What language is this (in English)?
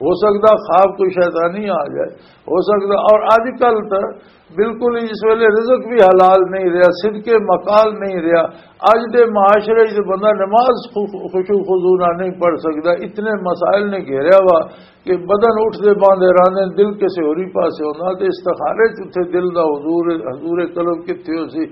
Western Panjabi